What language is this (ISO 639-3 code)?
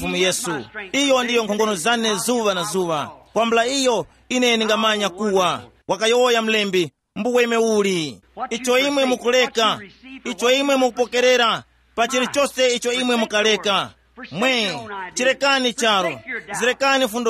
tum